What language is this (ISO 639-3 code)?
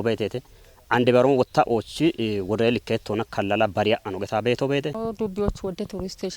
kbr